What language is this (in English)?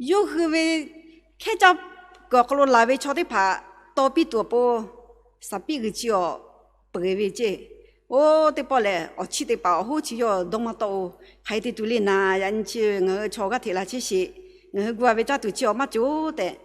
Lahu